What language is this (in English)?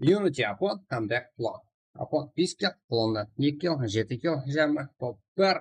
Kara-Kalpak